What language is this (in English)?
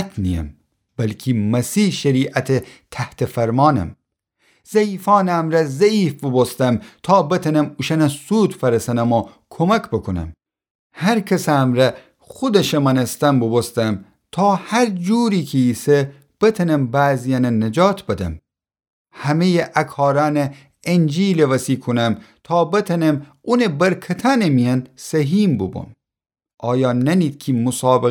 Gilaki